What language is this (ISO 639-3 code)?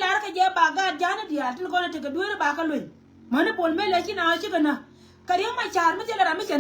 nus